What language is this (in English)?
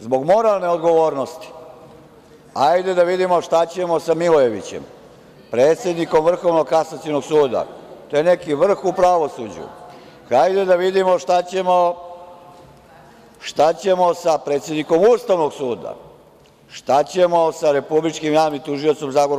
Serbian